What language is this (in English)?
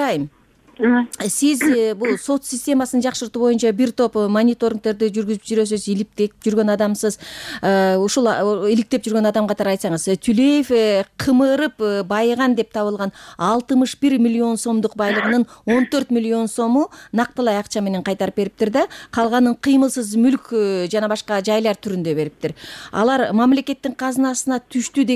Kyrgyz